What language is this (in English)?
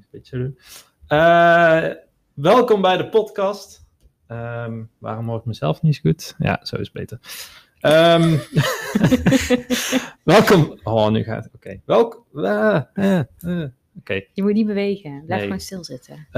Dutch